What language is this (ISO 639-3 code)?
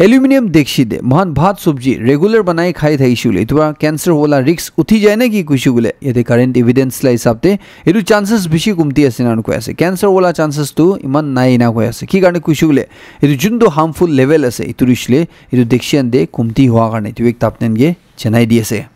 nag